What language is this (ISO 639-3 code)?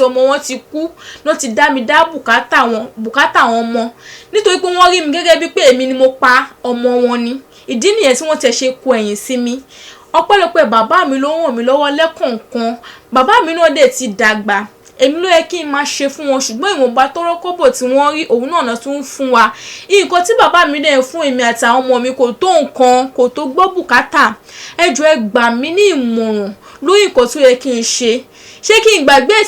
yor